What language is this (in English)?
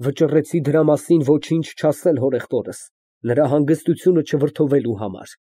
Armenian